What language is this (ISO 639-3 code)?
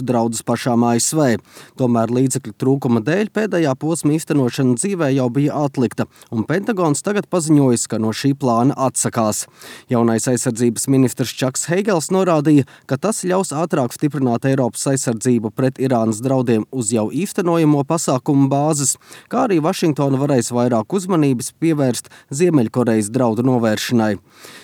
lav